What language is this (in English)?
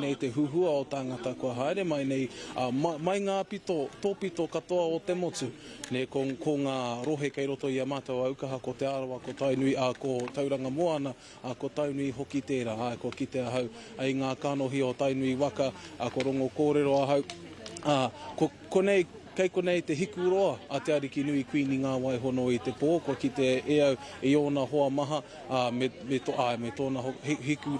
Māori